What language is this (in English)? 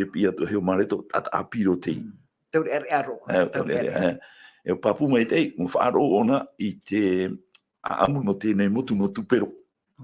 Tahitian